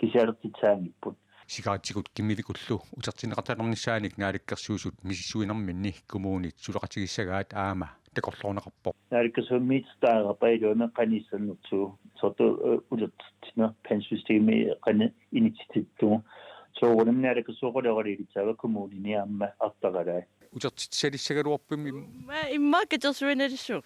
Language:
Kalaallisut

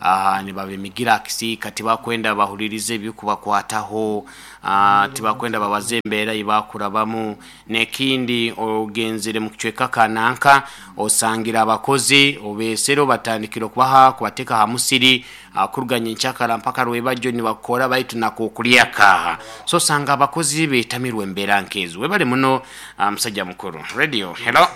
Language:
Nyoro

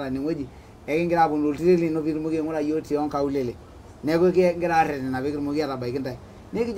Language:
Masai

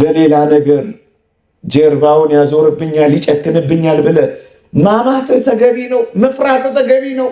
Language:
Amharic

